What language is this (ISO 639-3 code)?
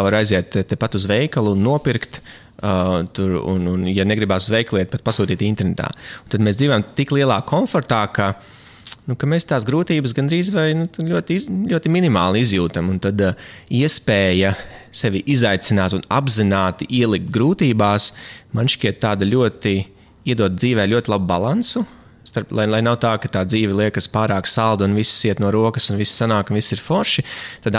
lav